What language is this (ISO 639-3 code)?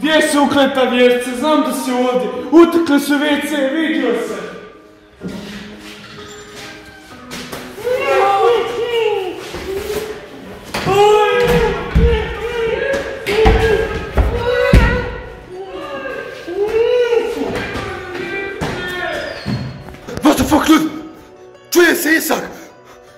hrv